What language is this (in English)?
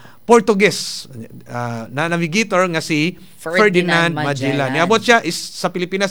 Cebuano